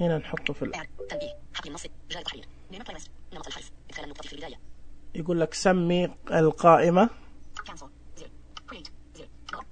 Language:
Najdi Arabic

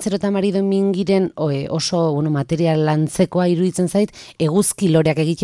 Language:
Basque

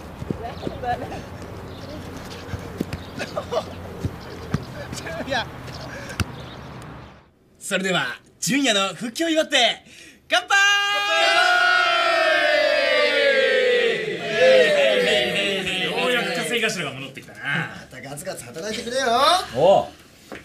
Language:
Japanese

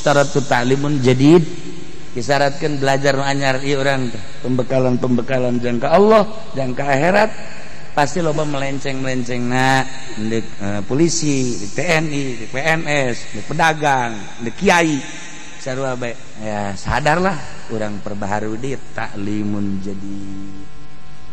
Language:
Sundanese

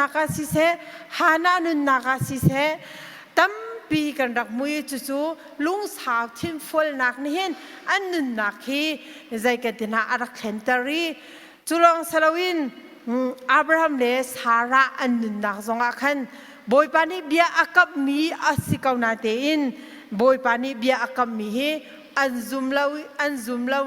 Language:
Hakha Chin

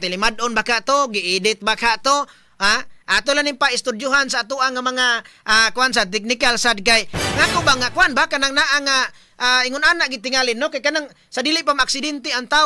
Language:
Cebuano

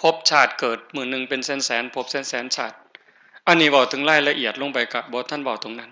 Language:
Northeastern Thai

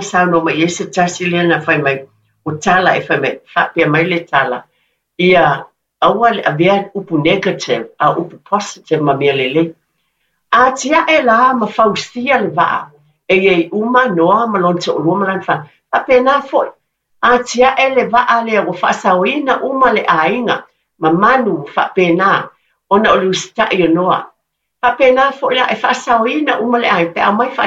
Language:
Samoan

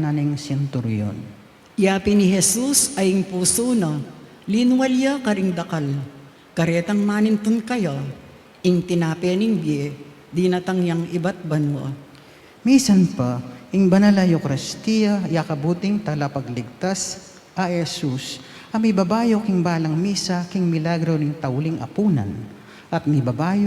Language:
Pampanga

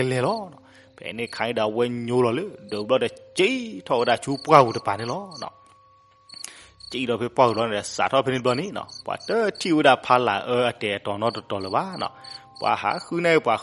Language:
S'gaw Karen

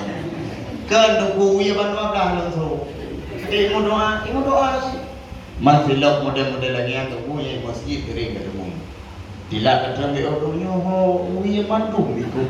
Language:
Achinese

